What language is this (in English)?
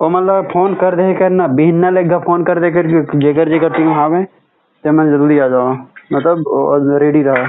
Chhattisgarhi